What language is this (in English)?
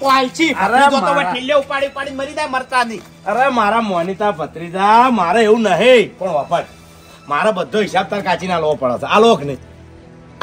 Gujarati